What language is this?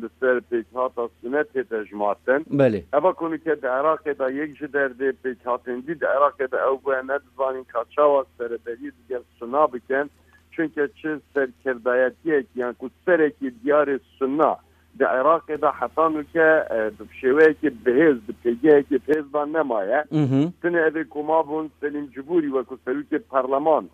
Kurdish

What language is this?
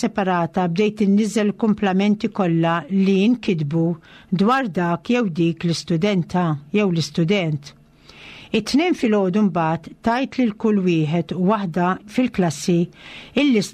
Maltese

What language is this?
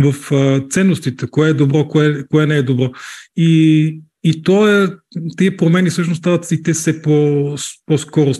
Bulgarian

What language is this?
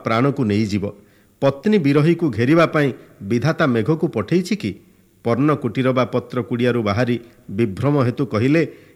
Odia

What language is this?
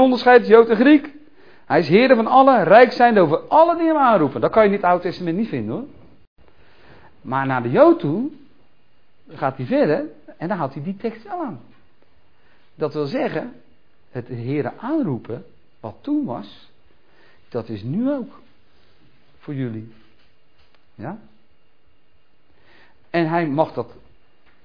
Dutch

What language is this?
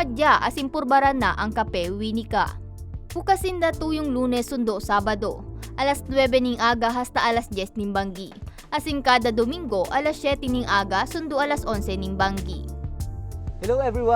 Bikol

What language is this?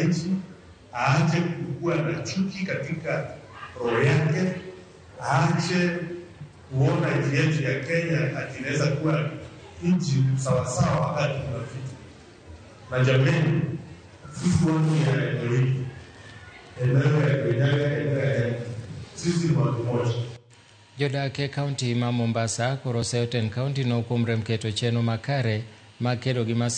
Luo (Kenya and Tanzania)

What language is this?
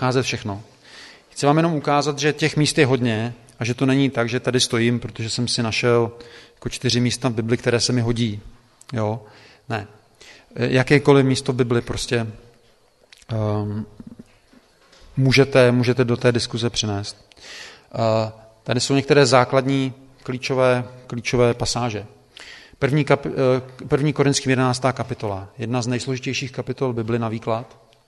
Czech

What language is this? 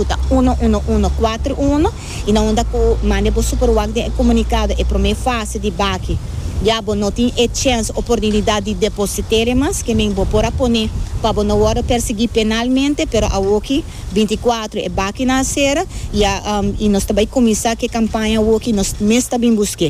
Papiamento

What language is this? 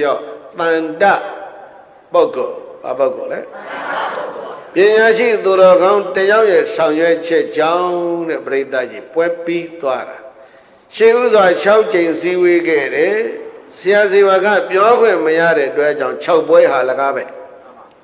Burmese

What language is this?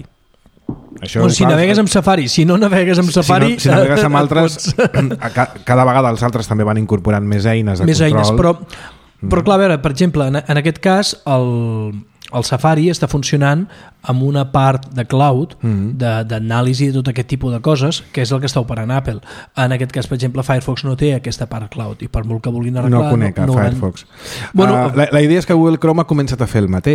Catalan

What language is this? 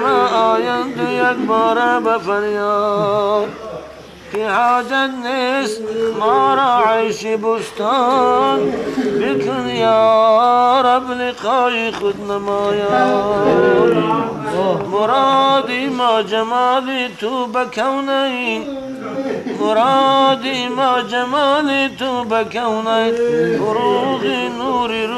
Tajik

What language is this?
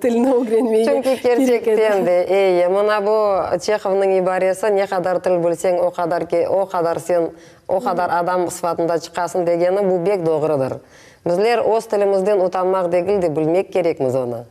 Crimean Tatar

